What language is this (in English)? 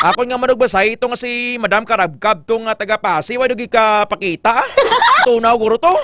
Hiligaynon